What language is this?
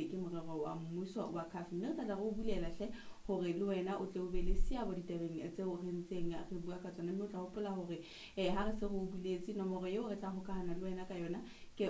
Southern Sotho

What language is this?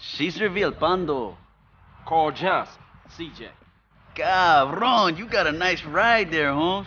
Swiss German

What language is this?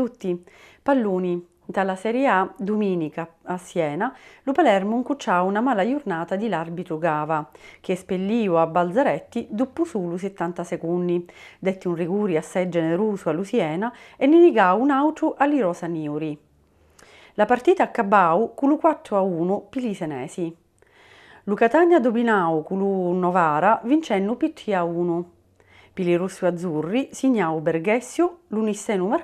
Sicilian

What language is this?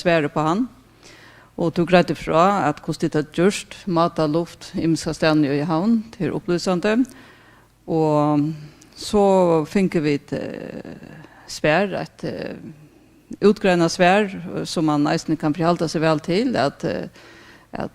Faroese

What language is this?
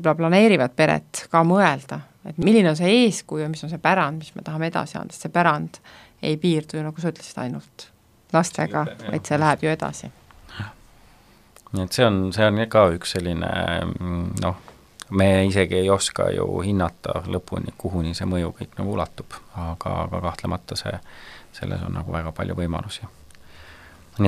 Estonian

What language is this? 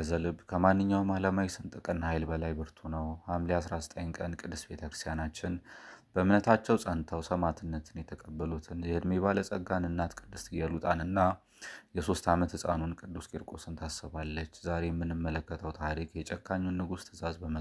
Amharic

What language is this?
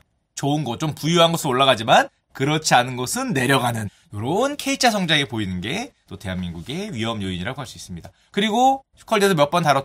Korean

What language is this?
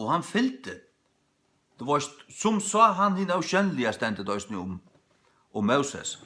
Faroese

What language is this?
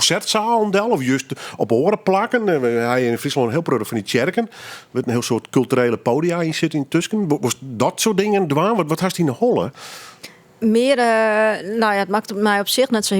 Western Frisian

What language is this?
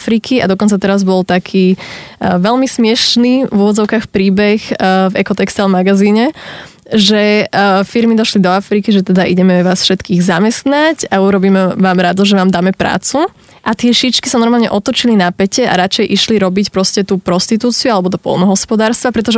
Slovak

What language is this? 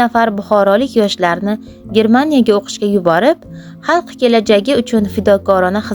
Uzbek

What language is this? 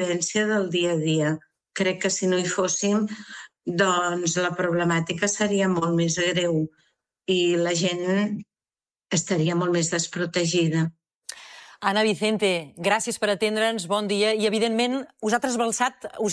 Catalan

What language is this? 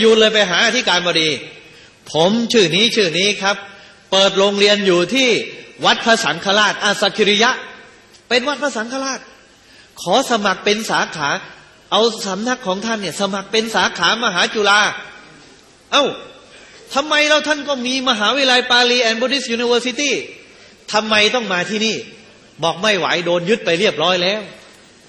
Thai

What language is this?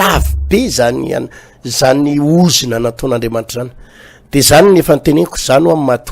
Malagasy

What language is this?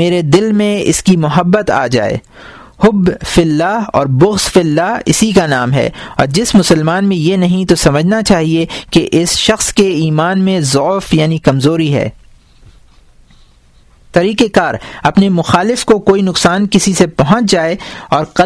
Urdu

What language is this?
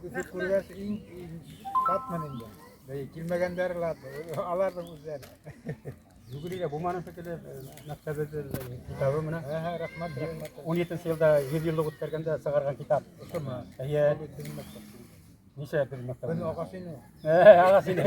Bashkir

